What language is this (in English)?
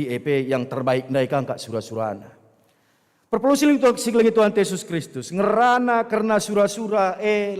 Batak Karo